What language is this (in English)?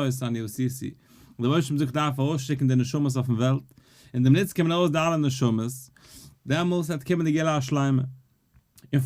Yiddish